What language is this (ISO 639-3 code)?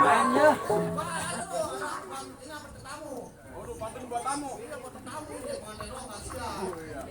bew